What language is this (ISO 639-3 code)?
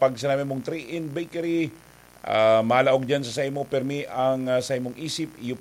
bik